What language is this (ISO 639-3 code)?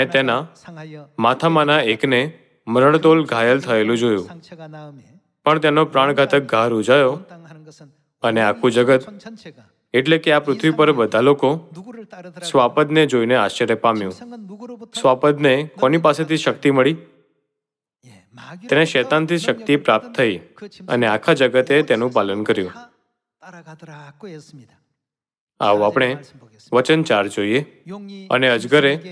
guj